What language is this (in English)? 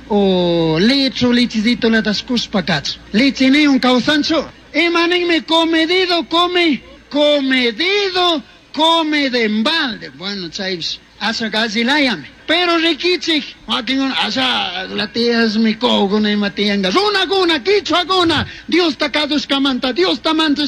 Chimborazo Highland Quichua